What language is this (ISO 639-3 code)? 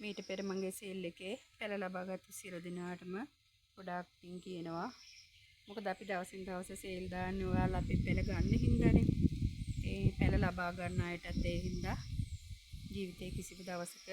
sin